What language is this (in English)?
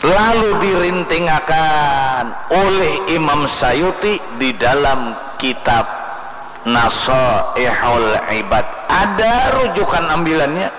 Banjar